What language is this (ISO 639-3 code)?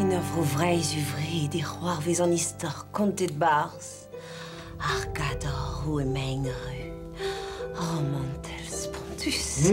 bre